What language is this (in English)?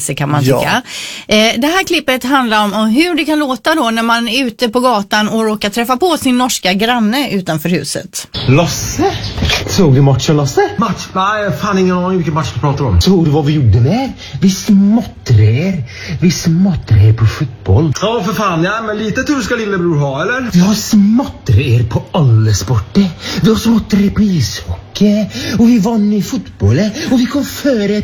Swedish